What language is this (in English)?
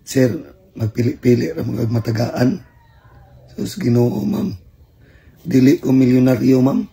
Cebuano